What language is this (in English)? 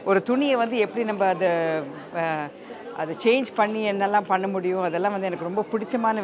Tamil